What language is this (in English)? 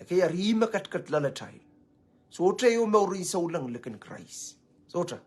Pohnpeian